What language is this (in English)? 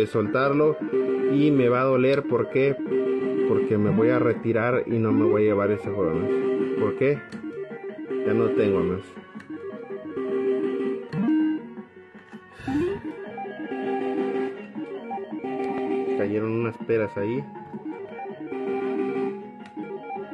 Spanish